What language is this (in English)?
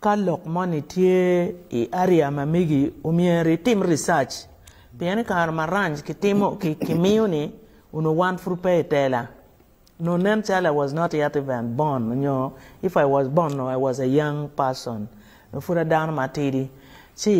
Acoli